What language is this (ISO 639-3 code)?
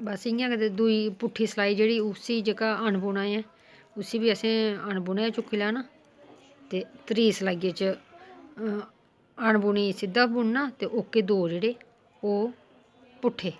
doi